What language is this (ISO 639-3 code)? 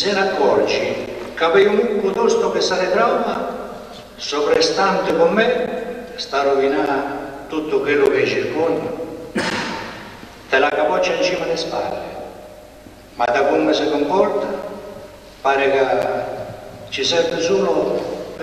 ita